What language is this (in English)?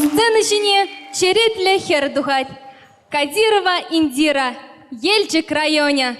Chuvash